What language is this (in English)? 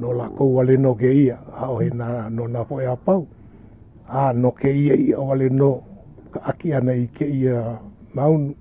Hawaiian